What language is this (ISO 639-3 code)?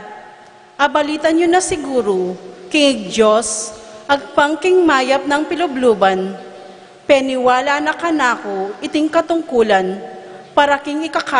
pam